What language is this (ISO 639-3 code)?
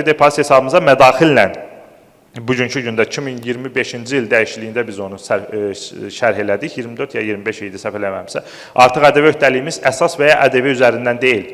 aze